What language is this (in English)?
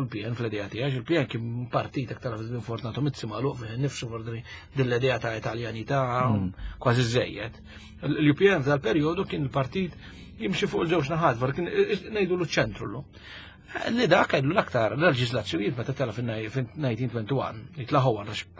Maltese